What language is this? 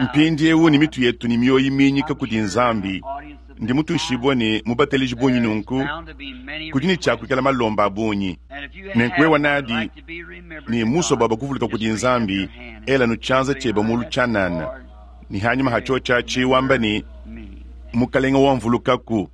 Luba-Lulua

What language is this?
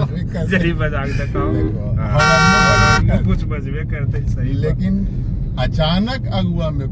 Magahi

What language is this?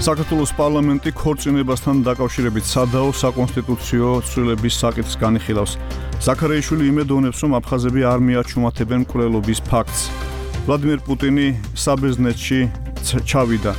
Georgian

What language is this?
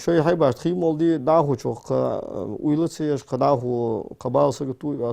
Ingush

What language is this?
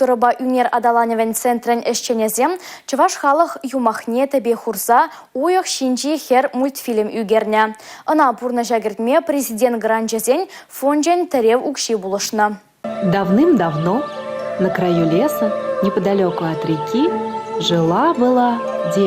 Chuvash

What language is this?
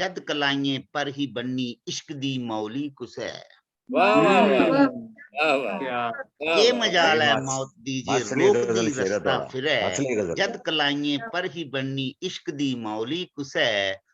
Dogri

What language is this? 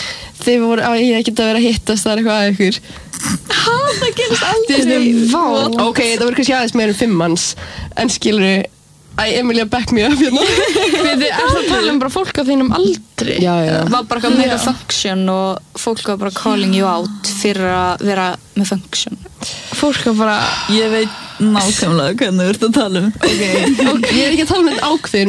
Icelandic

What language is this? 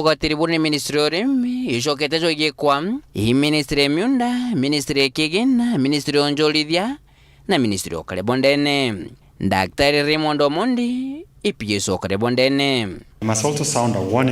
Meru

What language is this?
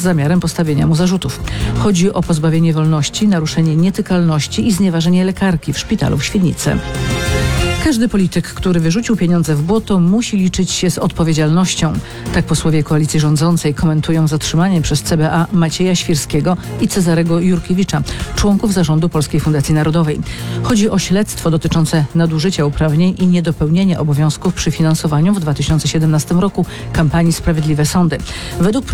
Polish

